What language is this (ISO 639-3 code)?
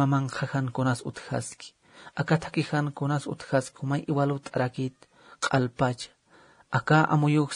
aym